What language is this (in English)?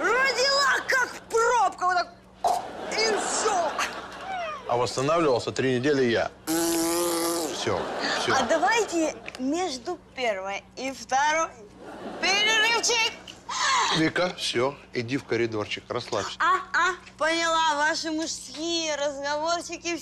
Russian